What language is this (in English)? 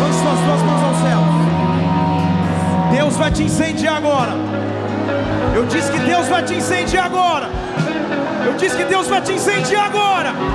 Portuguese